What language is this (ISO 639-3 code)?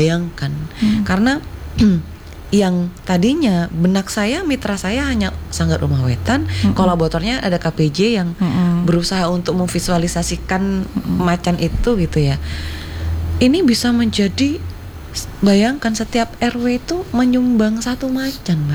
ind